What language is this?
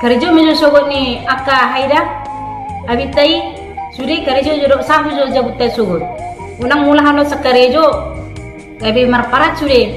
Batak Toba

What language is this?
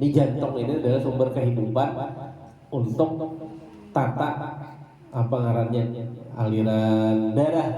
Banjar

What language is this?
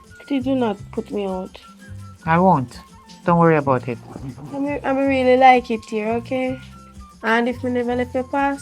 Jamaican Creole English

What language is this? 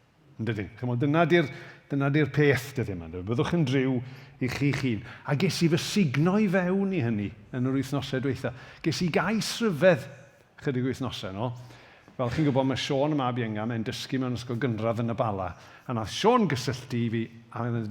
Welsh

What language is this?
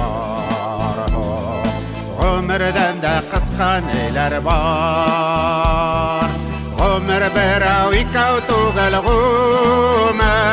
Bashkir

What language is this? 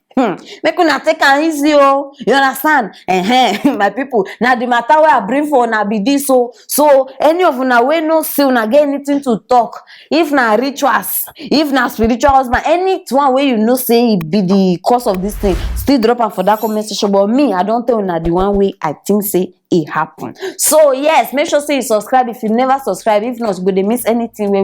Nigerian Pidgin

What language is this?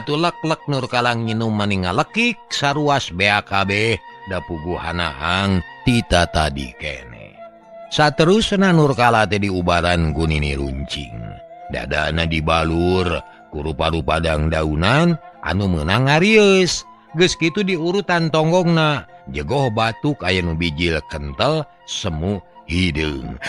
Sundanese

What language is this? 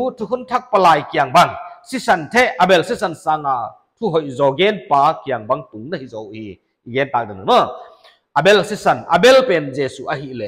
Paite Chin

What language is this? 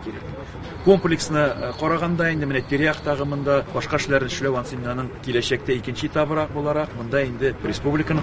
Tatar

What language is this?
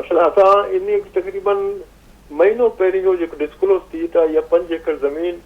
Sindhi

